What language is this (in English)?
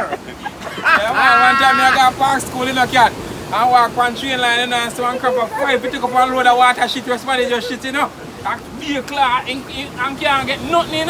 Jamaican Creole English